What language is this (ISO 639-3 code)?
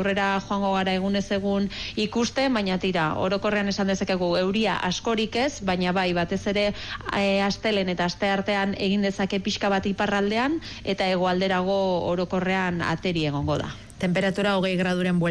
eus